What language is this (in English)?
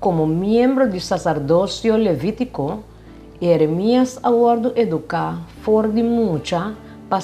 Papiamento